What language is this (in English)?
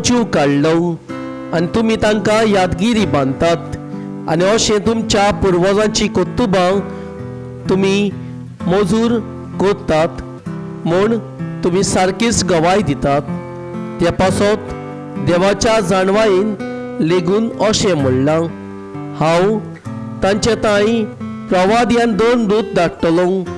Konkani